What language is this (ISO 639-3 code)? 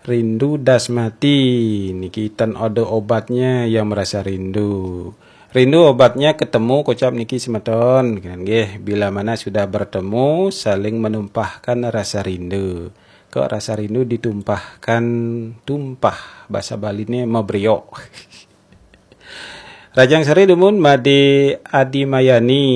ban